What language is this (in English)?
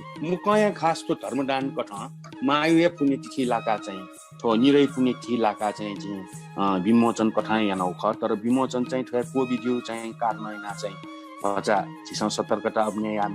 Newari